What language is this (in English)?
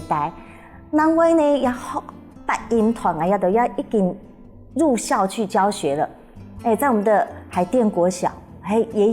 Hakka Chinese